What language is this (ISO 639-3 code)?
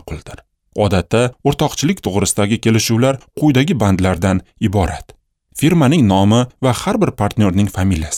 uzb